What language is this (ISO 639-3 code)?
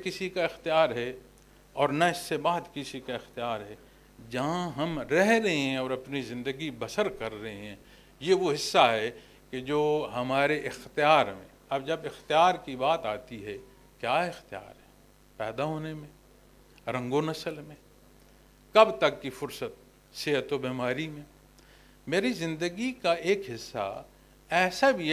urd